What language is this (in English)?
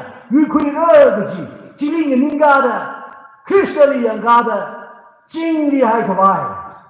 Tangkhul Naga (India)